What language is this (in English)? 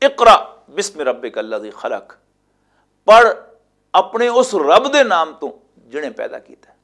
Western Panjabi